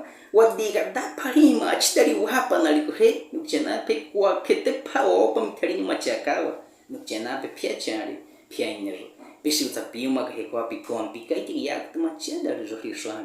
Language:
Baniwa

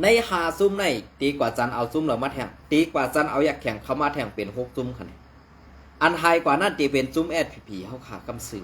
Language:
Shan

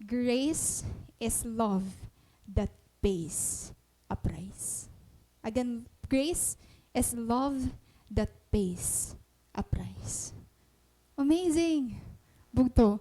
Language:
Waray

